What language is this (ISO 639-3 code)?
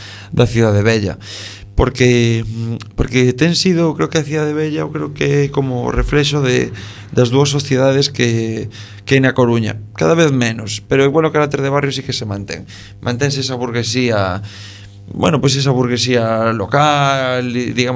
glg